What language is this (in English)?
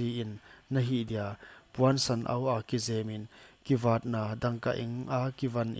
Paite Chin